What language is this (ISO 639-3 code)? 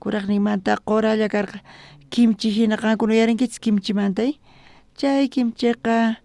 quh